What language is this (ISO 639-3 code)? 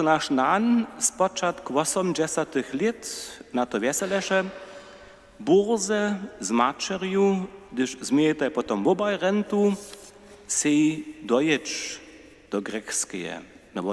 hsb